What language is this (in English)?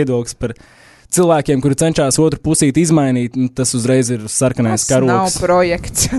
Latvian